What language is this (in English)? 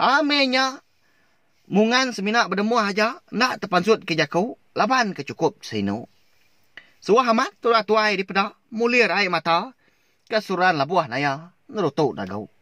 Iban